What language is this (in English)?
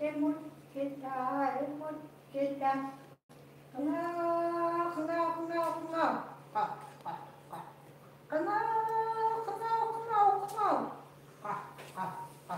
Chukot